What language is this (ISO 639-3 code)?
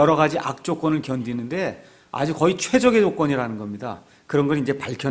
kor